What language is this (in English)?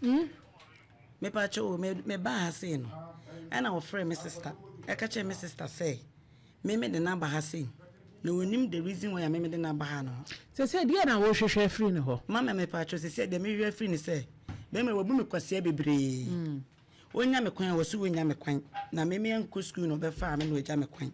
Akan